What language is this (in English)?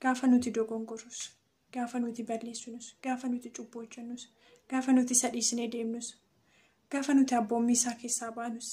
Oromo